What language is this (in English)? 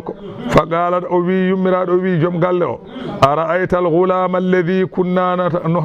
Fula